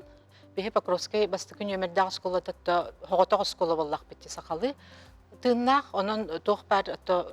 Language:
Yakut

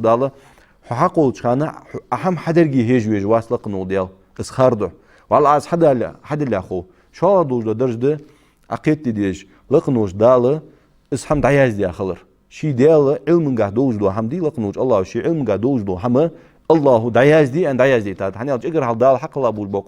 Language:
Ingush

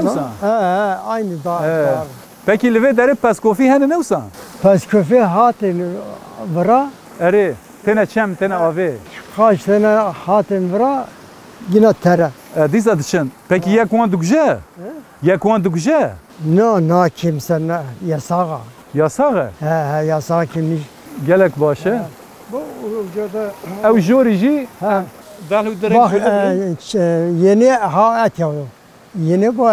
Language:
Kurdish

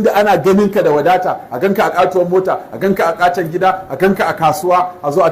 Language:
Hausa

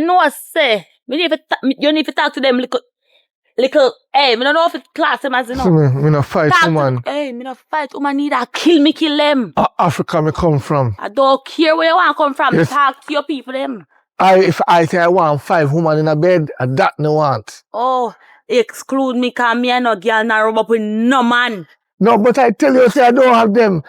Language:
Jamaican Creole English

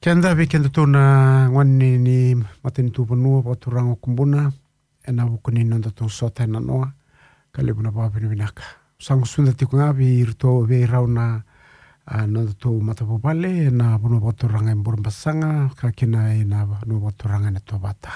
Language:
Fijian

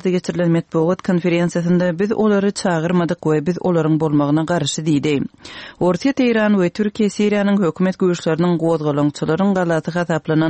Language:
Kyrgyz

